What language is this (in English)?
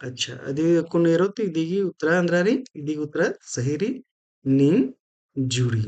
Kurukh